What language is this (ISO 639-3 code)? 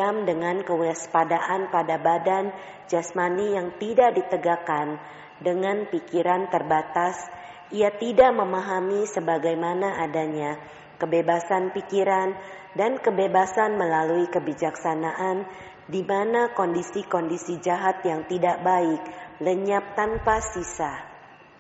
ind